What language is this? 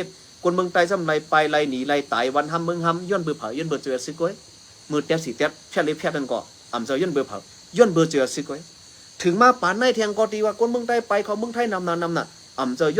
Shan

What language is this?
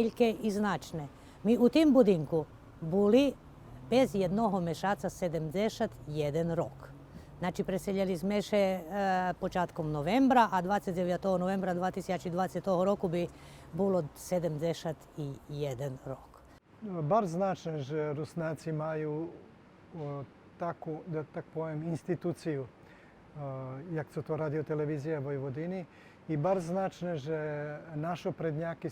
Rusyn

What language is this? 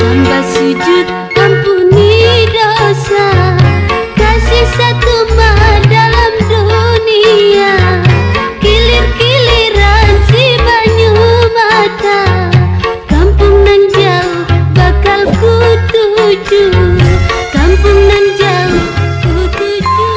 Banjar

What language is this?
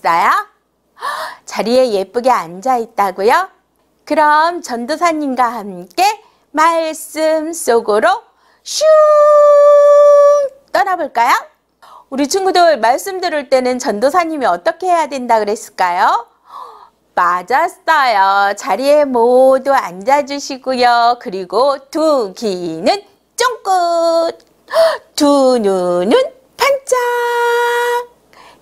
Korean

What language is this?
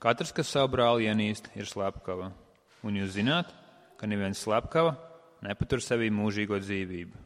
Latvian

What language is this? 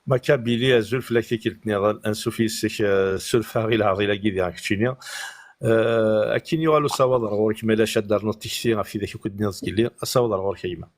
Kabyle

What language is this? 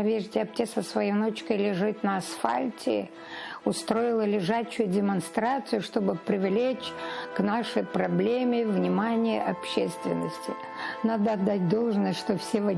Crimean Tatar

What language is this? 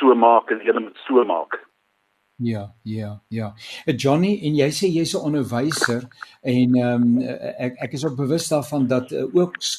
Afrikaans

